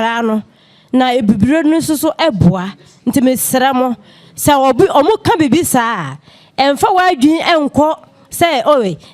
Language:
Akan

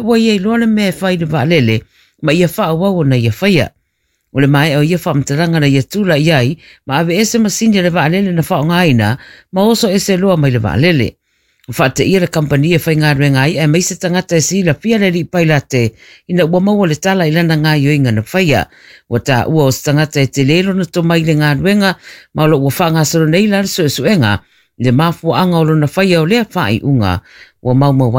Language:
Samoan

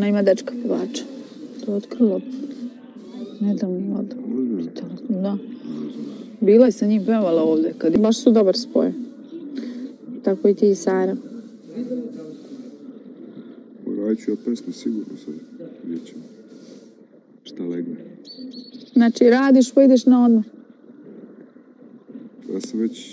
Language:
Serbian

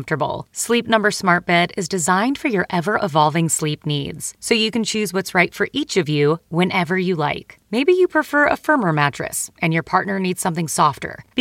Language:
English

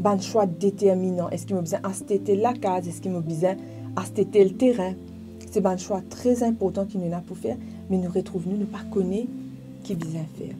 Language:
Morisyen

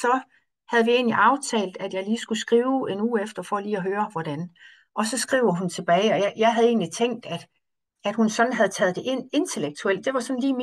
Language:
Danish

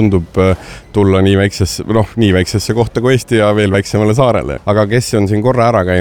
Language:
Estonian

